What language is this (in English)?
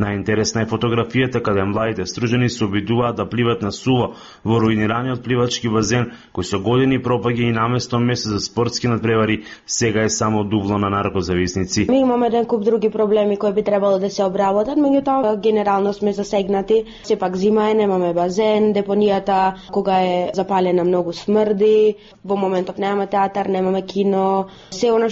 Macedonian